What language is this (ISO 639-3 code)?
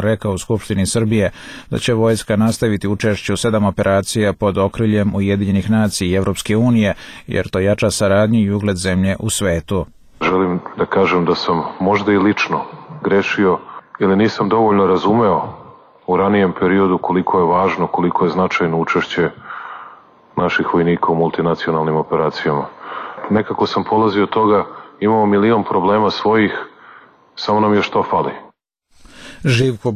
srp